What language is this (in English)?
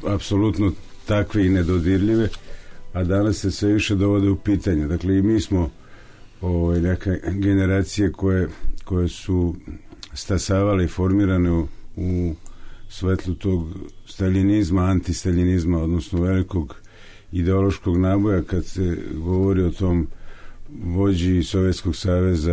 Serbian